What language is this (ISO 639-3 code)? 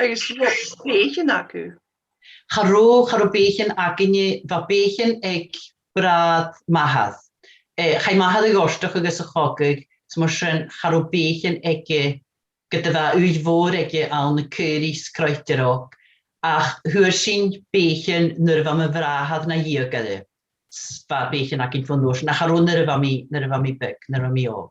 gla